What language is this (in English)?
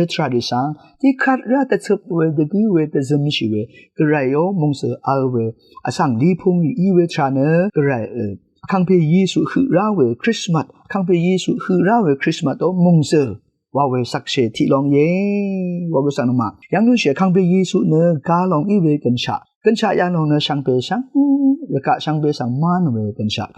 Rawang